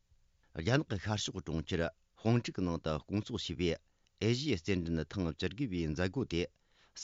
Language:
Tibetan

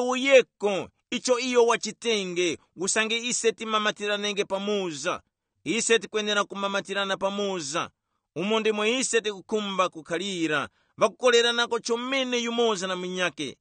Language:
Tumbuka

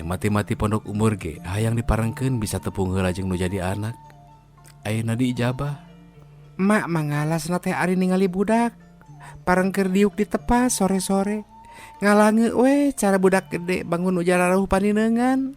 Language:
Sundanese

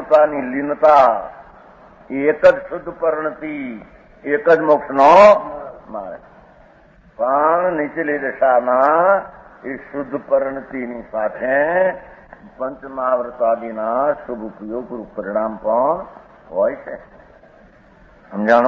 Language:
Gujarati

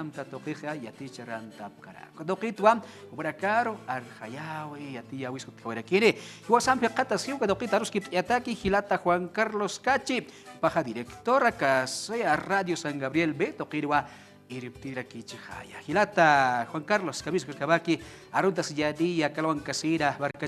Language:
Aymara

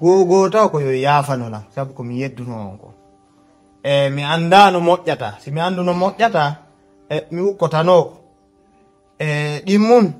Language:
Fula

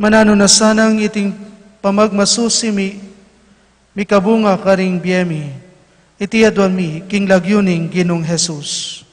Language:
Pampanga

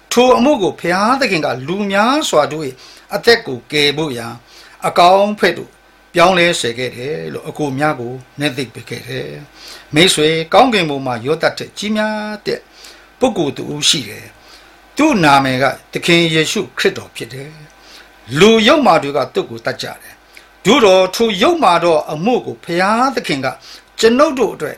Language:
Burmese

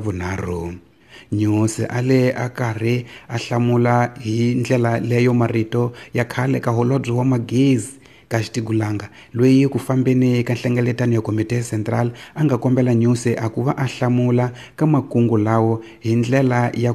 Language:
Tsonga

